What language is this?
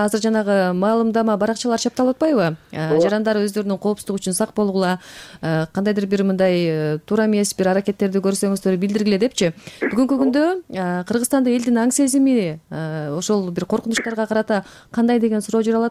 Kyrgyz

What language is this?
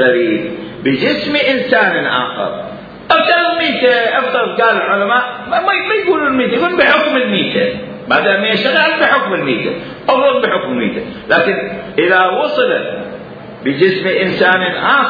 Mesopotamian Arabic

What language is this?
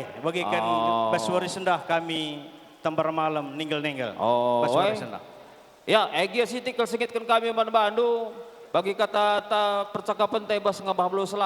Batak Karo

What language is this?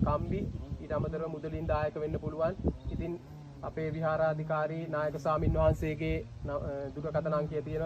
Sinhala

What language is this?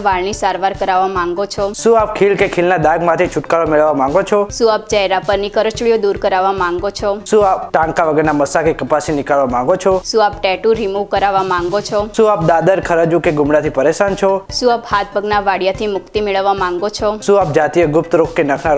Gujarati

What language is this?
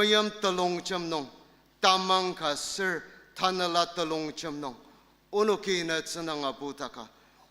Ao Naga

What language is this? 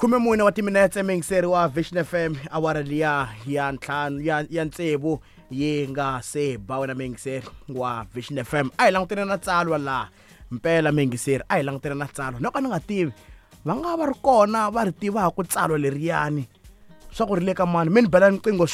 Tsonga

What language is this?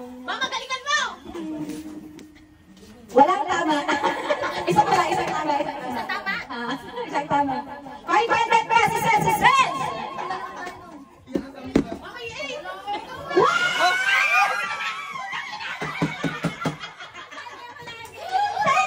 Filipino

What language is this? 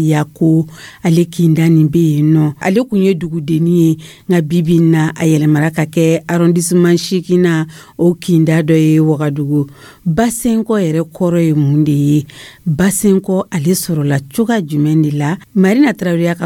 Dyula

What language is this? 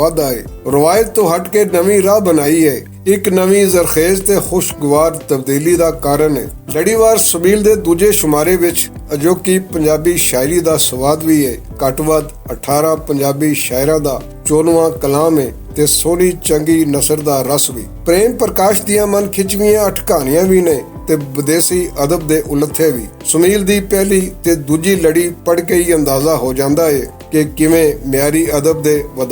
Western Panjabi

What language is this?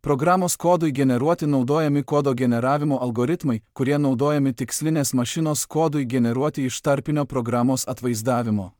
Lithuanian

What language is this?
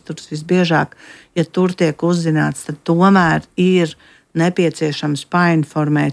Latvian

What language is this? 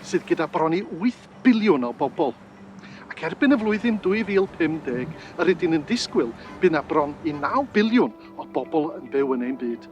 Welsh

